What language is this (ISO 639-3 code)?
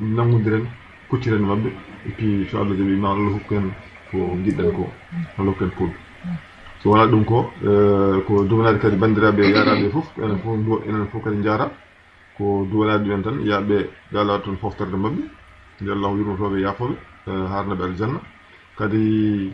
ful